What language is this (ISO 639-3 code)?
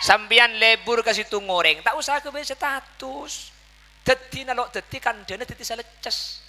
mad